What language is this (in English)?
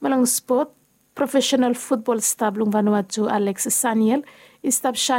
Bislama